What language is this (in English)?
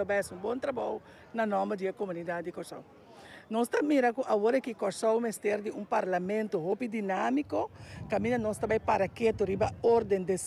Papiamento